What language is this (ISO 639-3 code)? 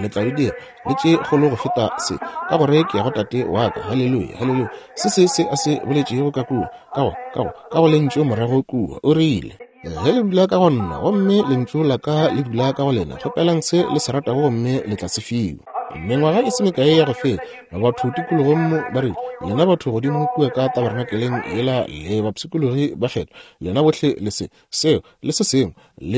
nso